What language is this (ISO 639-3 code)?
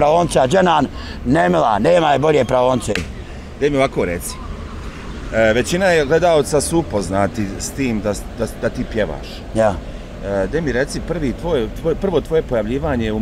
bos